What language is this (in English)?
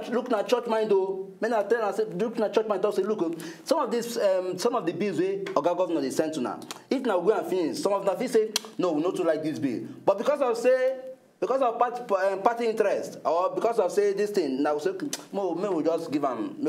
Nigerian Pidgin